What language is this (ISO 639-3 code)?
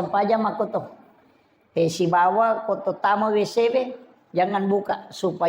bug